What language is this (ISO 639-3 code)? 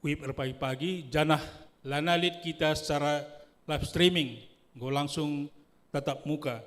btx